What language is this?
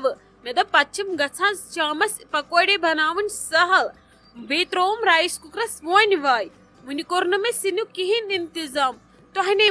Kashmiri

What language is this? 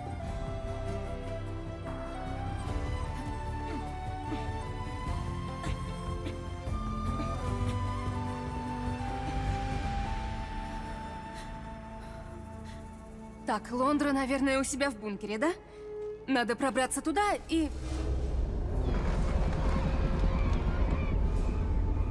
Russian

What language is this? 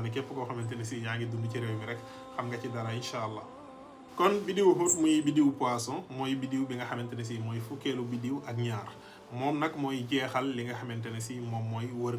Wolof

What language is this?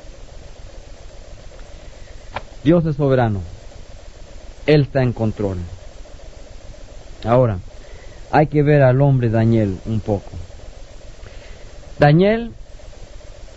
Spanish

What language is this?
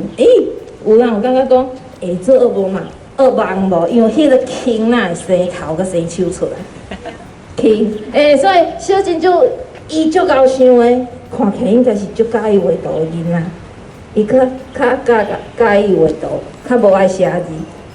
Min Nan Chinese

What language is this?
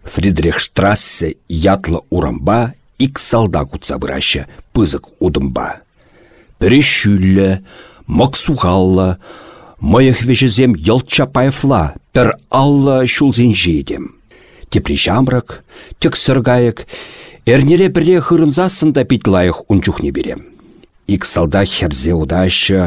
Chuvash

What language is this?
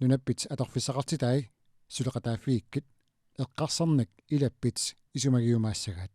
Kalaallisut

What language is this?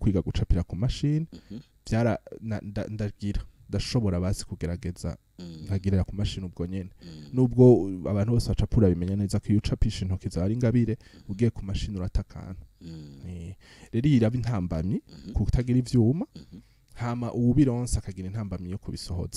Rundi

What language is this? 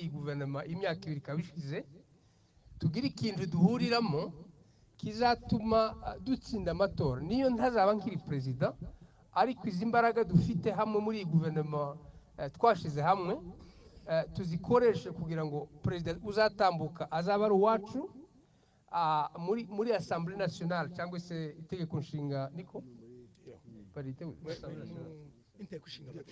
Kinyarwanda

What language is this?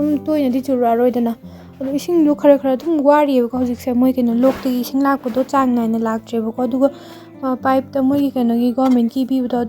Manipuri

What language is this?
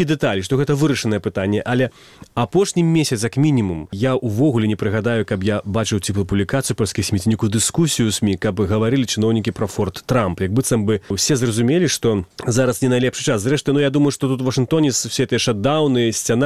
Belarusian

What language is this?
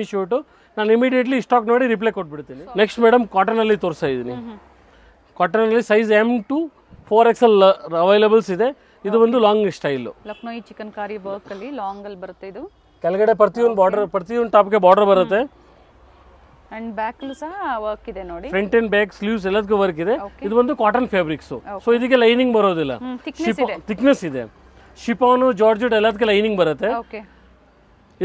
Kannada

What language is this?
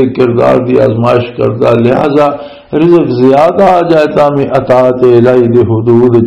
Western Panjabi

